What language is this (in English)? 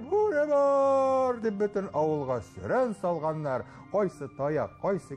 Tatar